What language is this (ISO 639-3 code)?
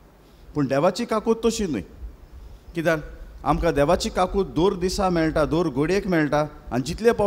kok